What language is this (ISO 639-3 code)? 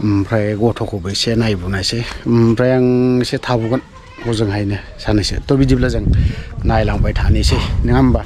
brx